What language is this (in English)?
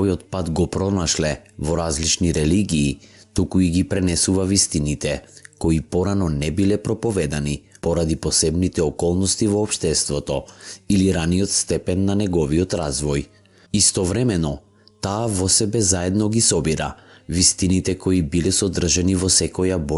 Macedonian